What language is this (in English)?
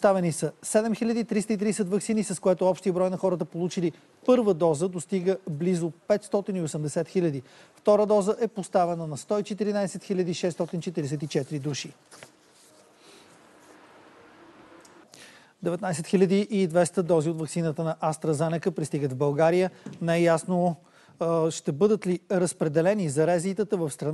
Bulgarian